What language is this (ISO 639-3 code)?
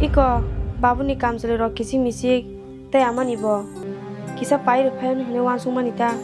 trp